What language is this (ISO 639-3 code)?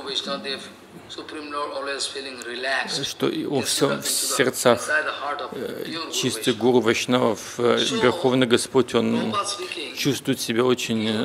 rus